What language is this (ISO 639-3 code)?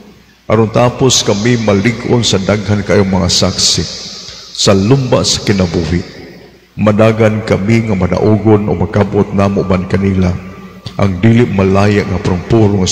ceb